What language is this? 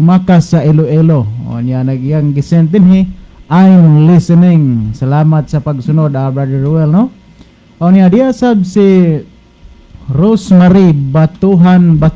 Cebuano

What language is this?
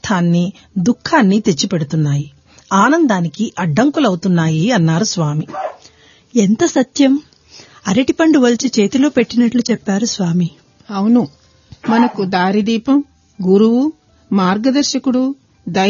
Telugu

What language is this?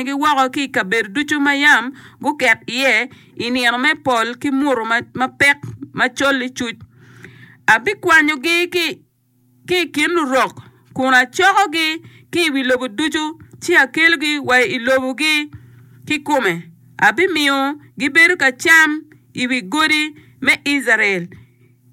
Acoli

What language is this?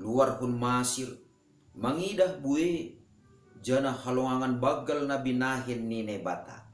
Batak Simalungun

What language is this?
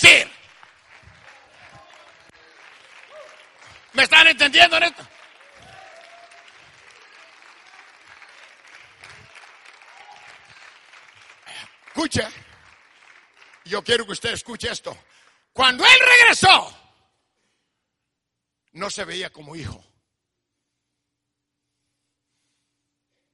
Spanish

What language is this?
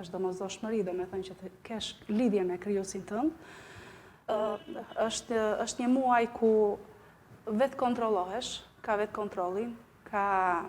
Albanian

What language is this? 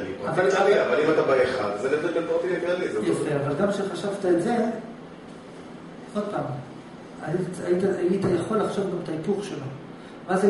Hebrew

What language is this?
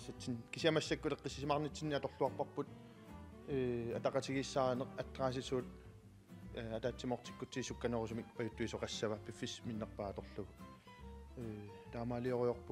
Kalaallisut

